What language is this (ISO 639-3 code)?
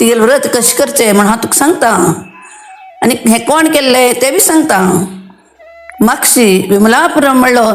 kok